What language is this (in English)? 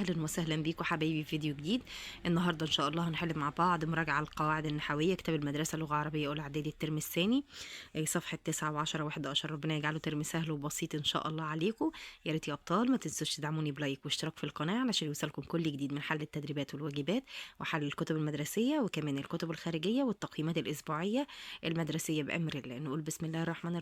Egyptian Arabic